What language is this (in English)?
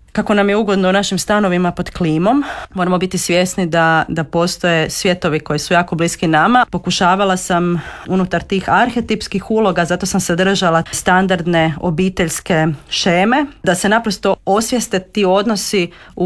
Croatian